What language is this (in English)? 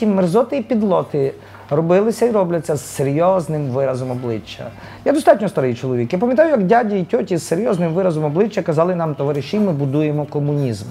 Ukrainian